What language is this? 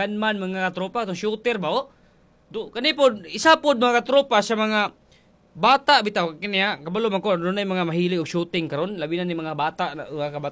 Cebuano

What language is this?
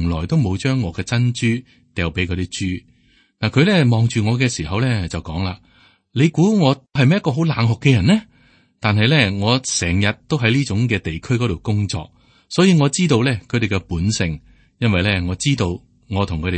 Cantonese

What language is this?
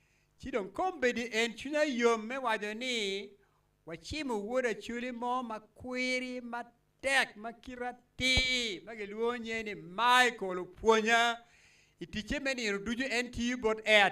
Acoli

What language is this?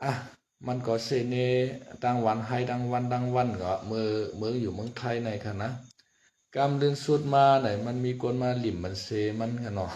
Shan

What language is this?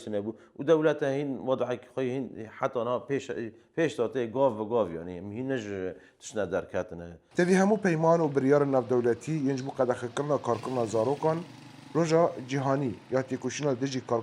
Kurdish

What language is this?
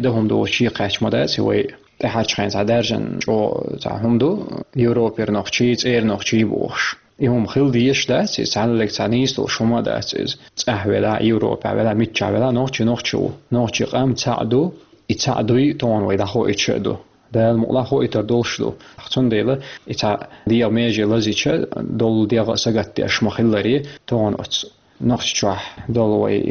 Chechen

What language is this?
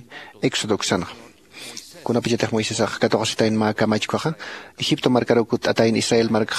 Aymara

